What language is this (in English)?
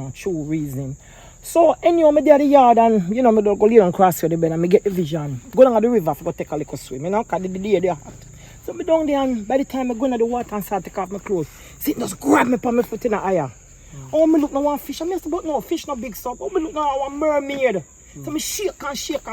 Jamaican Creole English